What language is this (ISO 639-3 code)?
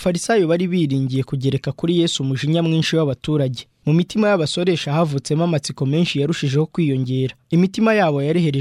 kin